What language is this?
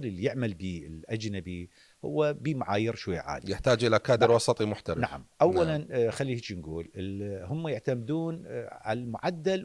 Mesopotamian Arabic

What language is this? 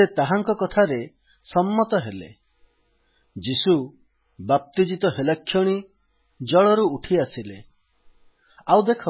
Odia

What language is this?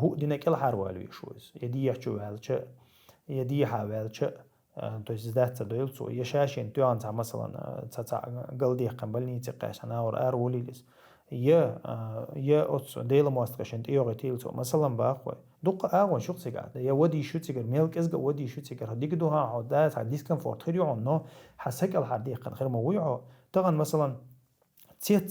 Chechen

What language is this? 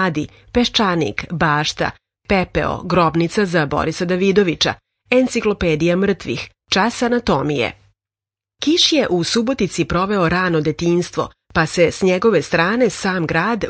Serbian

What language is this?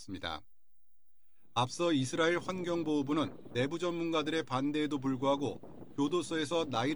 Korean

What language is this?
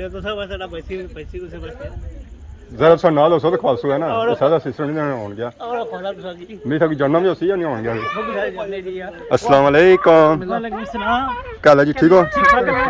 Pahari-Potwari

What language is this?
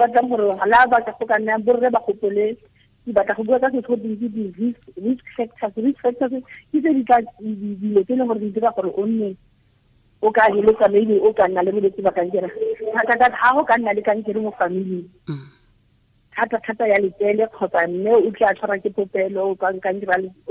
Tswana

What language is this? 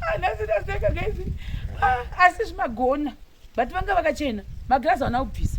Shona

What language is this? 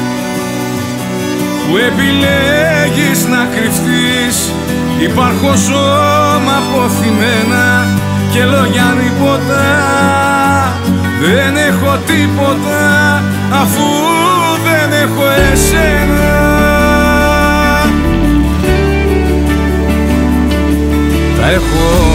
Greek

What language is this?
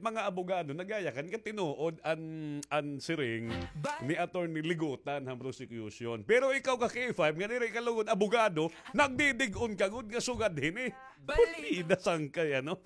Waray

